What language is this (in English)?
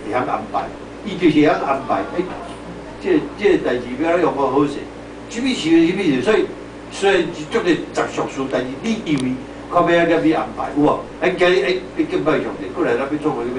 Min Nan Chinese